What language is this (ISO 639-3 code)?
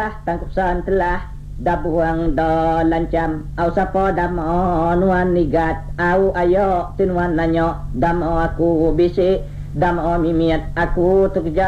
iba